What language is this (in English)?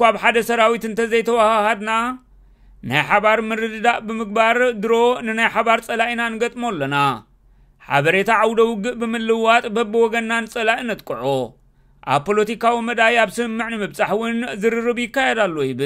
Tigrinya